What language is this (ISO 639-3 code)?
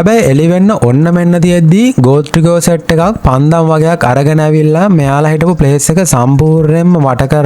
sin